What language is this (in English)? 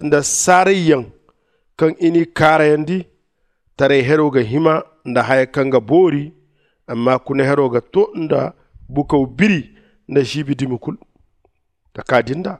Zarma